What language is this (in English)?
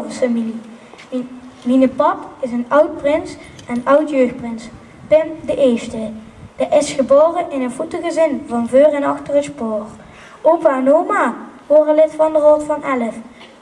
Dutch